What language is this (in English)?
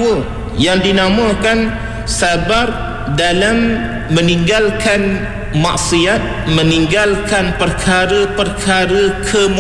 Malay